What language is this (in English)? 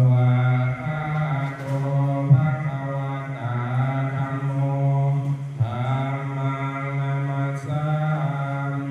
Pali